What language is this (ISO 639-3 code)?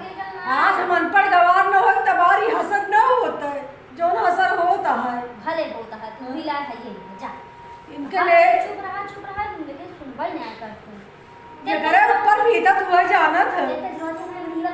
awa